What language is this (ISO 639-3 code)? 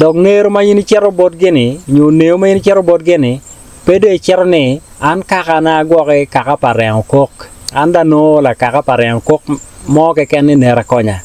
ach